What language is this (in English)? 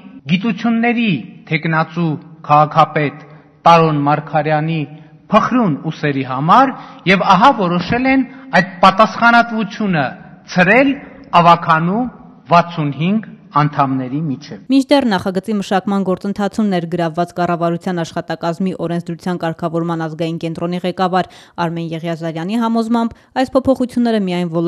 Armenian